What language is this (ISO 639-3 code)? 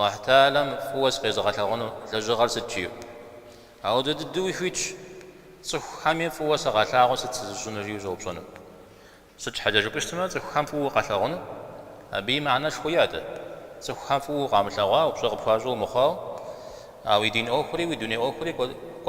kbd